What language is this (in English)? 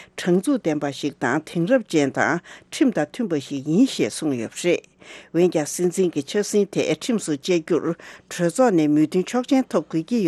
Tibetan